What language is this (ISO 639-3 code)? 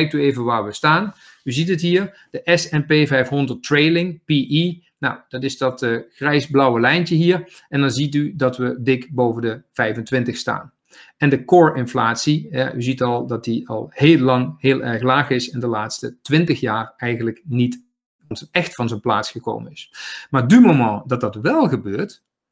nld